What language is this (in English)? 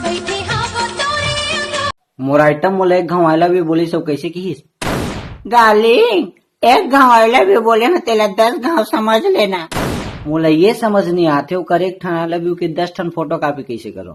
Chhattisgarhi